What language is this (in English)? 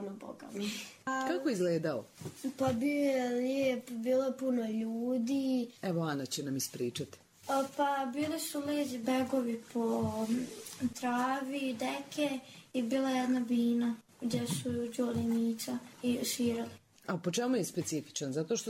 Serbian